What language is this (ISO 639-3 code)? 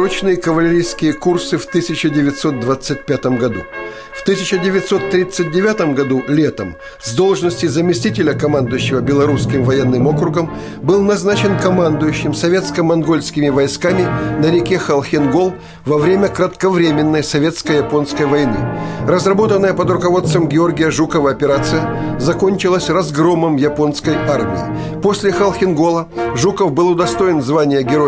rus